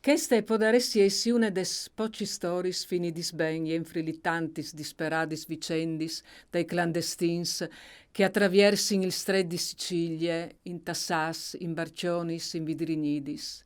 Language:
Friulian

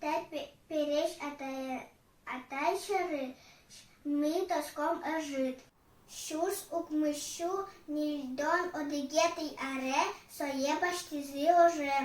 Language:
Udmurt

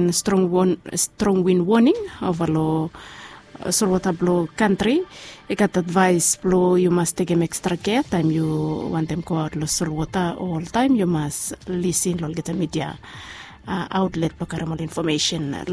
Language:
Bislama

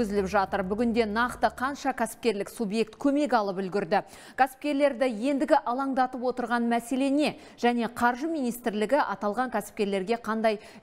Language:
Kazakh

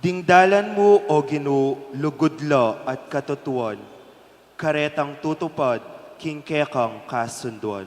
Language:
Pampanga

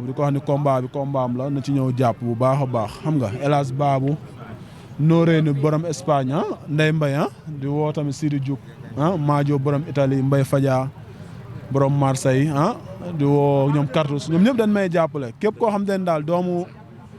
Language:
Wolof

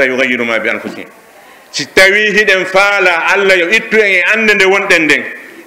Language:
Pular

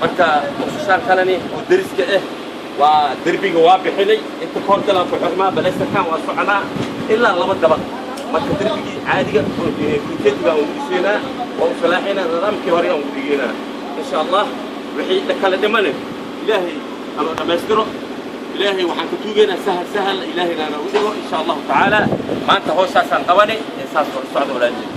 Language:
Somali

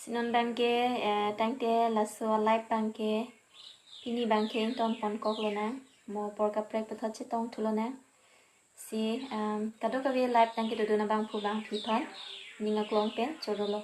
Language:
Karbi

